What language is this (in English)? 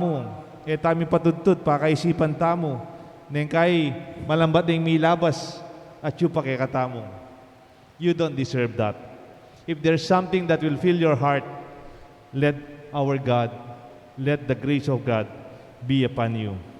Pampanga